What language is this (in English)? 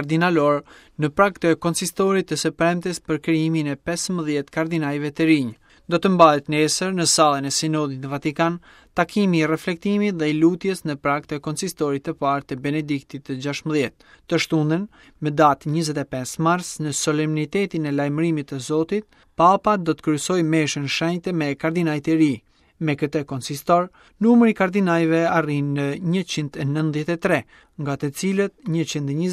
Albanian